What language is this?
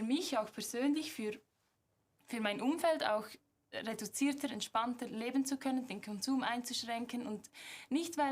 Swiss German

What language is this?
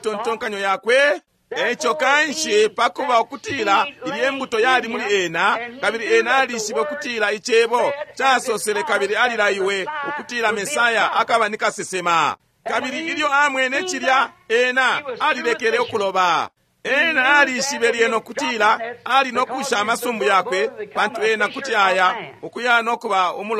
Bemba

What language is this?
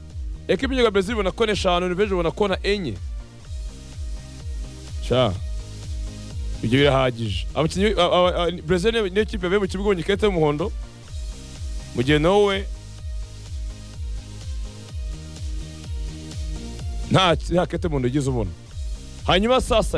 Kinyarwanda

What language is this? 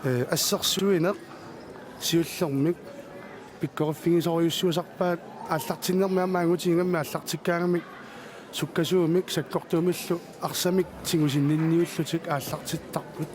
Kalaallisut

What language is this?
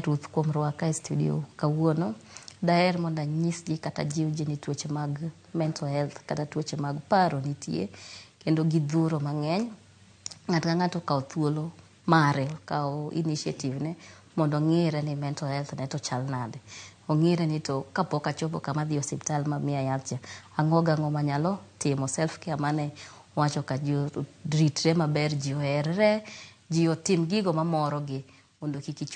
Luo (Kenya and Tanzania)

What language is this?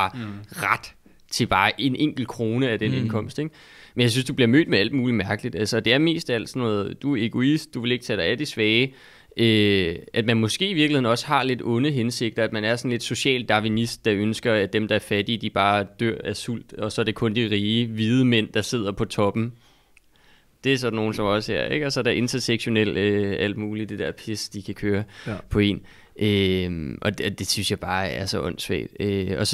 Danish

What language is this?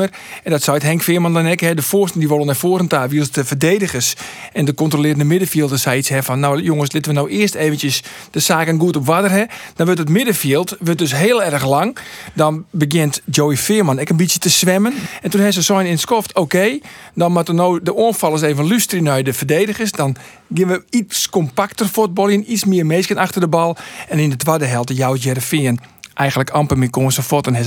Western Frisian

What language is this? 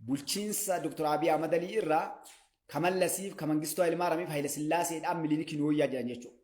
Oromo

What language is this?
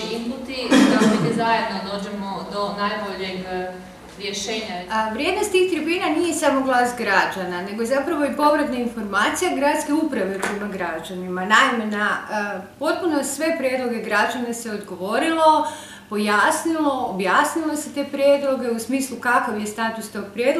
Croatian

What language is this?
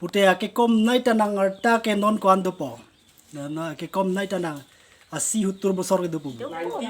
Karbi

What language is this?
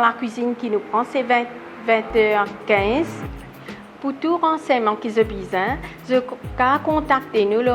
Morisyen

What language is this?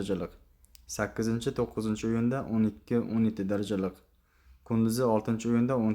Uzbek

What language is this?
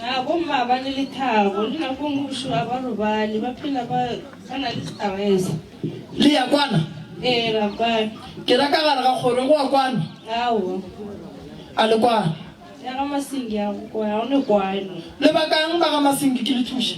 Northern Sotho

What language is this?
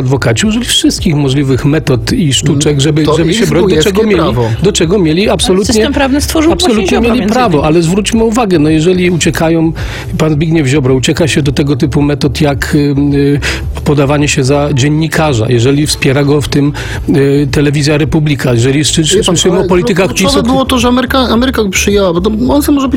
Polish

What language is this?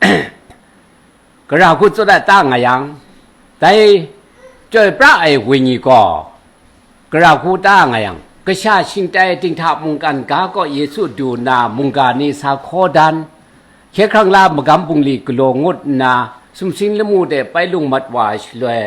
Kachin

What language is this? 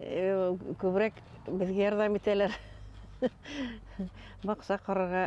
Bashkir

